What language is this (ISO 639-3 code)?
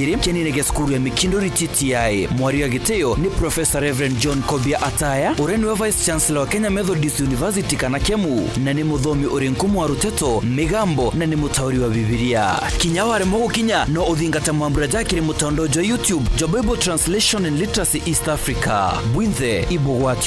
mer